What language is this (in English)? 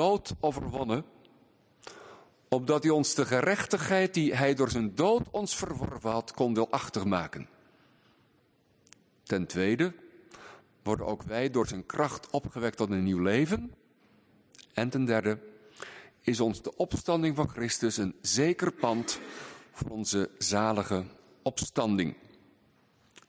Dutch